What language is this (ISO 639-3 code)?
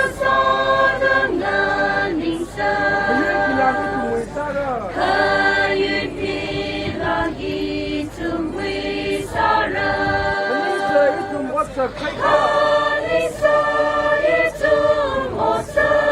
nmf